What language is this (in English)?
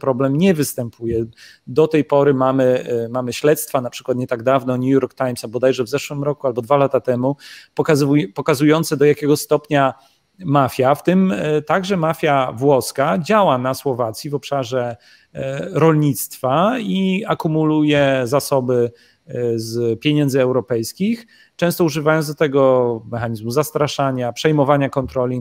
Polish